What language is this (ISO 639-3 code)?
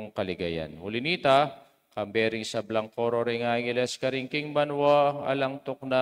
pam